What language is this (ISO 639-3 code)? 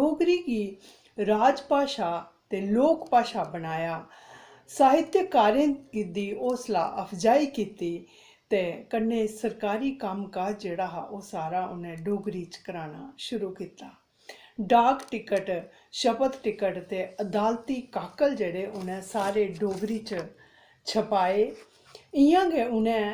doi